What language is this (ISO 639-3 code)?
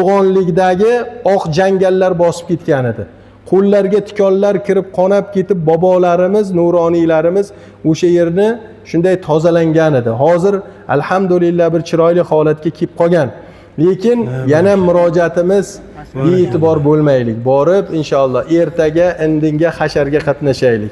uzb